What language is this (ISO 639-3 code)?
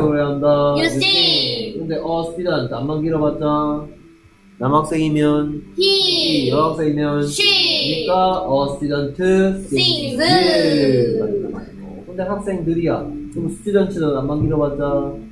kor